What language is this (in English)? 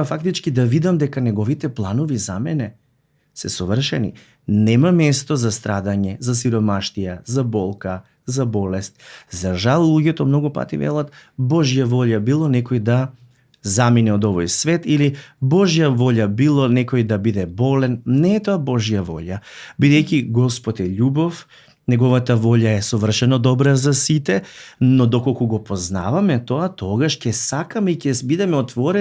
Macedonian